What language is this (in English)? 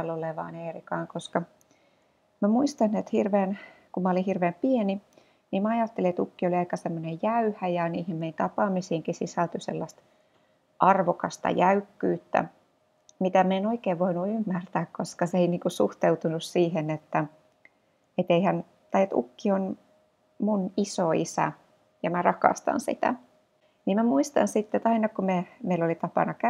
Finnish